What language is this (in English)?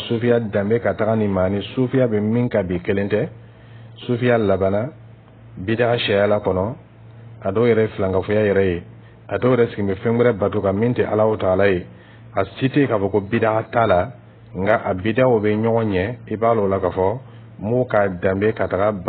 Dyula